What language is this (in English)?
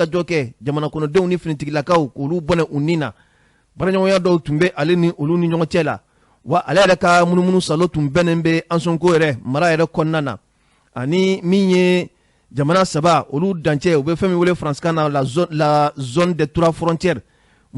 Bambara